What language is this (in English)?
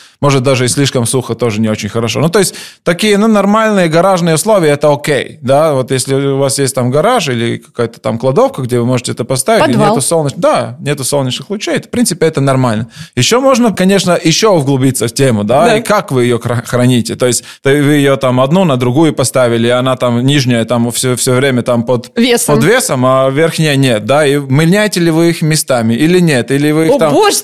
Russian